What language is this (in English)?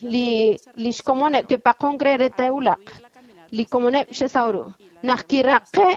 Kekchí